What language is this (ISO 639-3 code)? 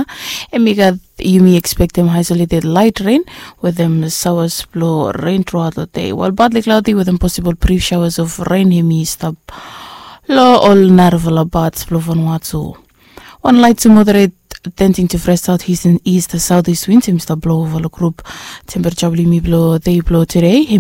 bis